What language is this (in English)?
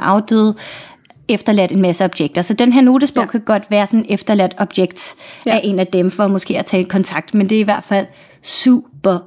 Danish